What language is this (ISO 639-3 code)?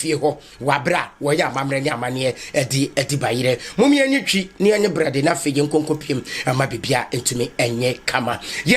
aka